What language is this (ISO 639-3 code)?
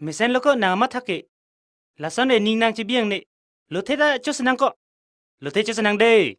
mjw